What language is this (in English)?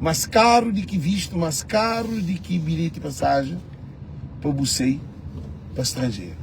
Kabuverdianu